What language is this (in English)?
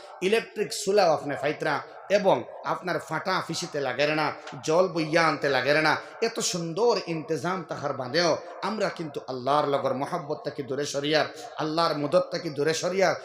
Sylheti